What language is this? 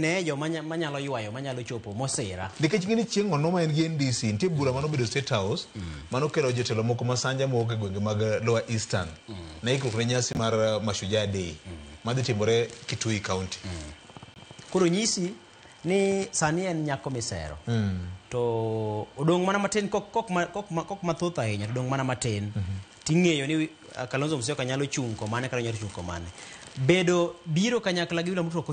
Luo (Kenya and Tanzania)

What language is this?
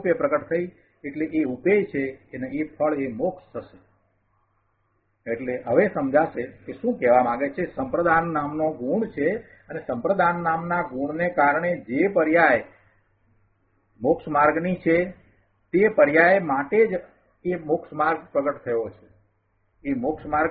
Gujarati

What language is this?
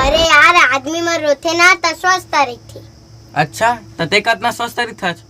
Chhattisgarhi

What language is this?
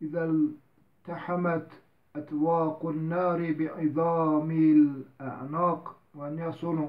Zaza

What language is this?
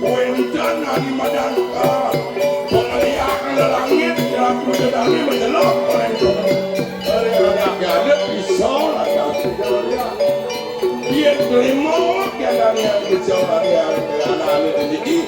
Balinese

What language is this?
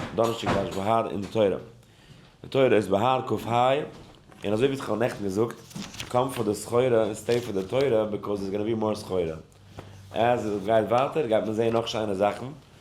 Yiddish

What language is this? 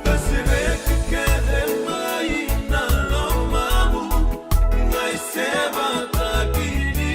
Fijian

